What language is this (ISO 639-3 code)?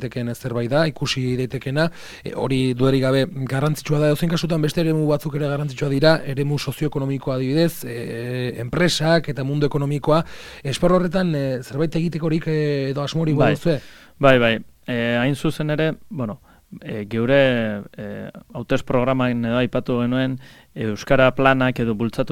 eus